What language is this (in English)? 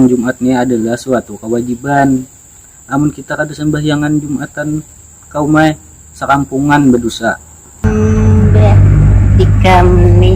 Banjar